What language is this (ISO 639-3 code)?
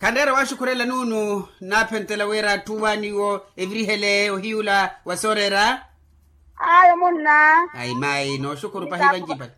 vmw